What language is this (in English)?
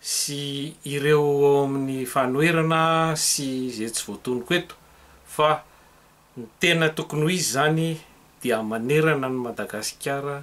Malagasy